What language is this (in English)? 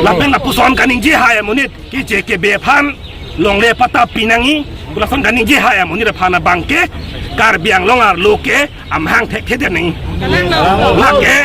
Karbi